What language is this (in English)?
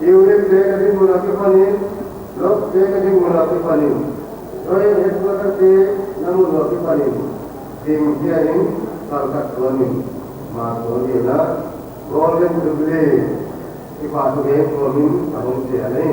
Paite Chin